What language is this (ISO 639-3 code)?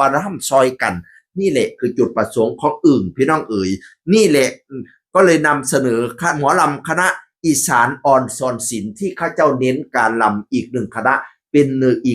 tts